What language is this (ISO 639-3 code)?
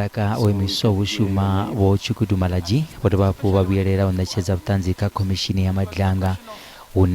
ven